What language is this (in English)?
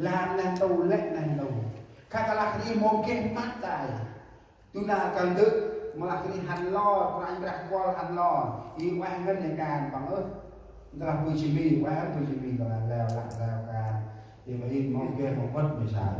Central Mnong